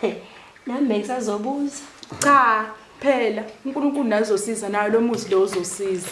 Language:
Zulu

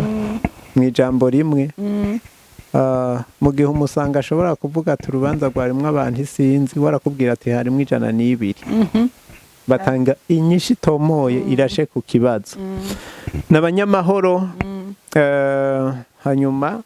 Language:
Rundi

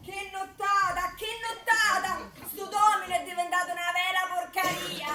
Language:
Neapolitan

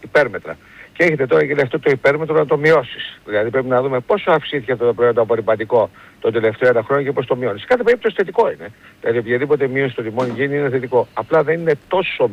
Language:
Greek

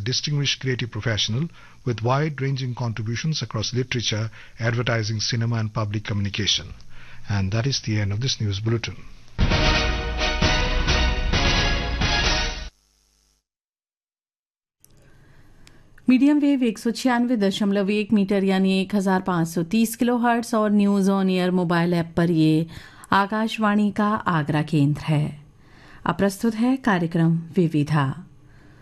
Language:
Hindi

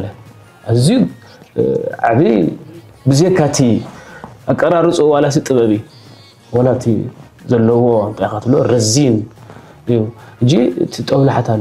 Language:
Tigrinya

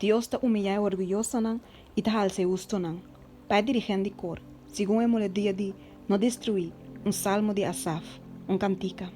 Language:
Papiamento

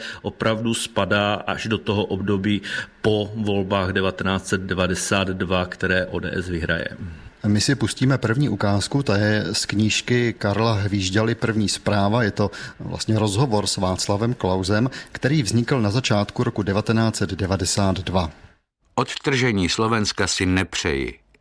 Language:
Czech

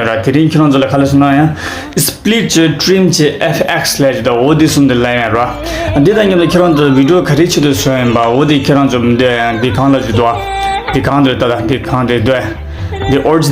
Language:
Tibetan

